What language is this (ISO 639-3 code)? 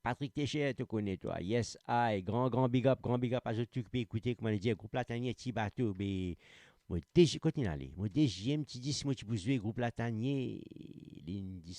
mfe